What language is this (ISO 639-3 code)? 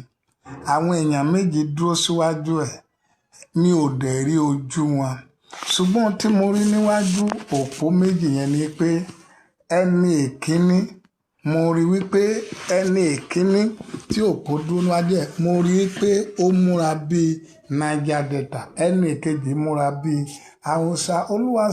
yor